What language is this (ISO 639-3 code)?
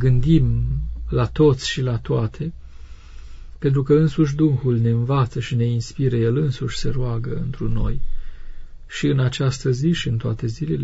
ron